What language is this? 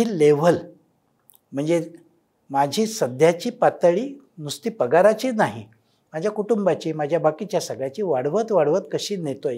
Marathi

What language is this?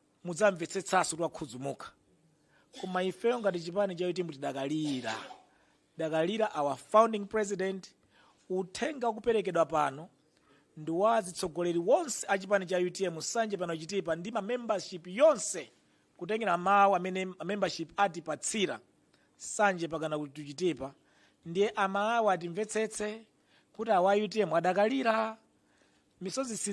Nyanja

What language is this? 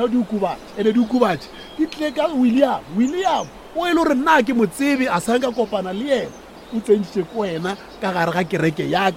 Northern Sotho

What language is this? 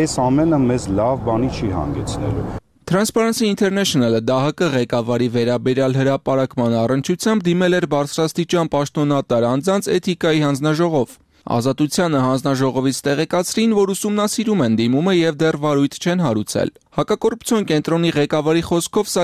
Armenian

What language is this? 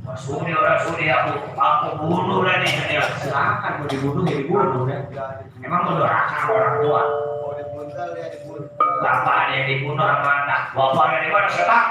Betawi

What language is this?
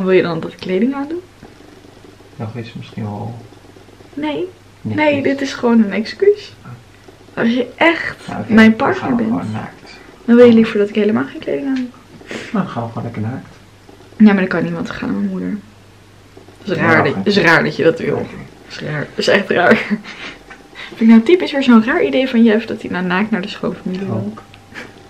Dutch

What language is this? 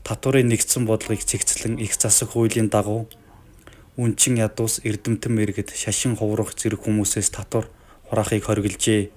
Mongolian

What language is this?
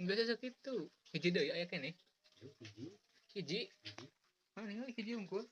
Sundanese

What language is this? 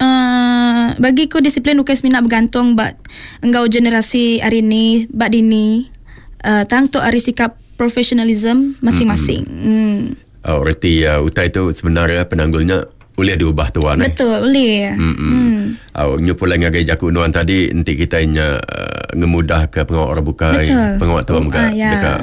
Iban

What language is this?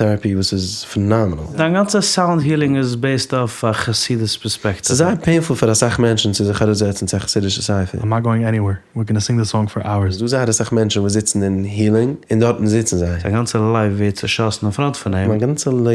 Yiddish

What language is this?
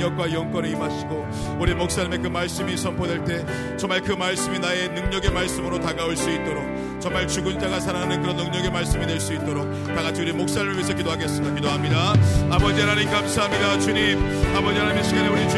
Korean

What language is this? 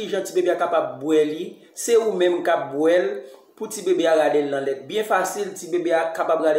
Haitian Creole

